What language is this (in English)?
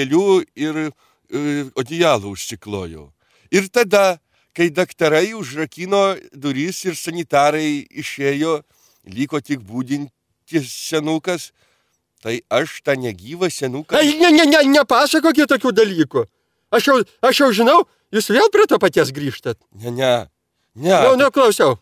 Lithuanian